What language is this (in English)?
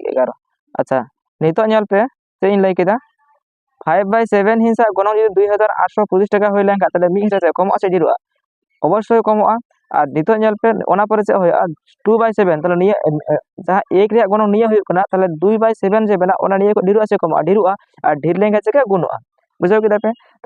Santali